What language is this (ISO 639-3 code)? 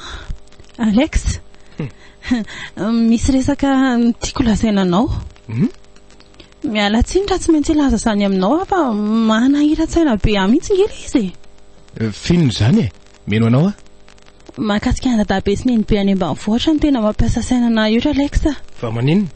mlg